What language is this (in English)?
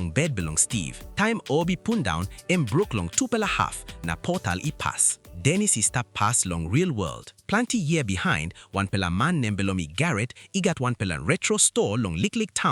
Tok Pisin